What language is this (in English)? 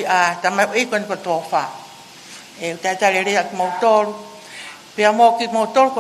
Tongan